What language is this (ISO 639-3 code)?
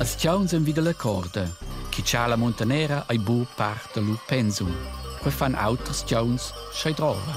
roh